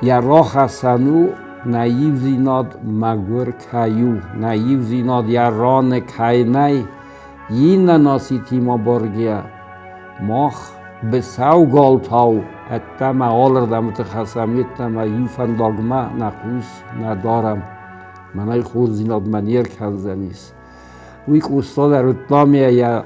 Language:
Ossetic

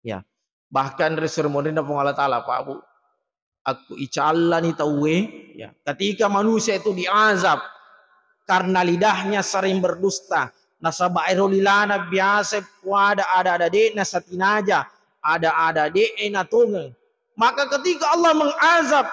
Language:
Buginese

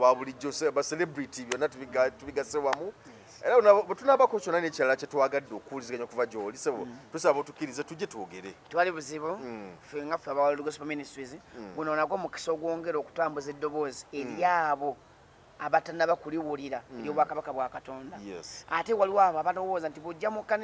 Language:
Ganda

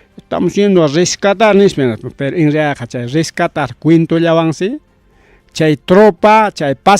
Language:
Ayacucho Quechua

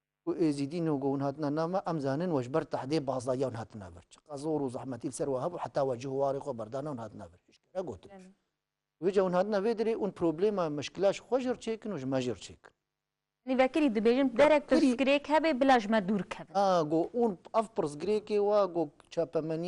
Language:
Kurdish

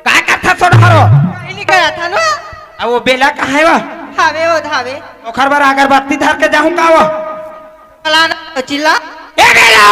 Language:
Chhattisgarhi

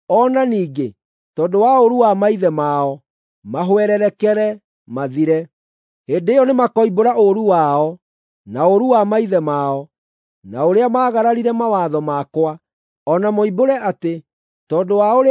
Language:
Kikuyu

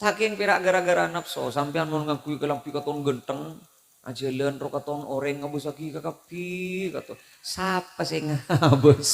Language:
Madurese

